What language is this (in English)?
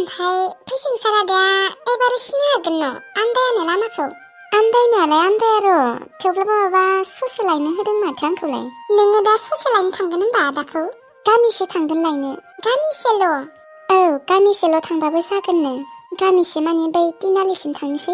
Bodo